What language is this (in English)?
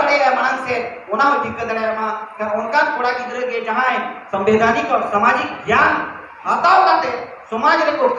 Santali